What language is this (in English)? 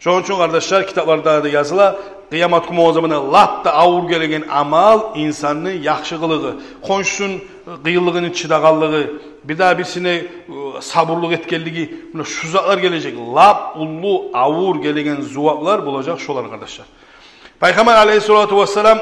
Kumyk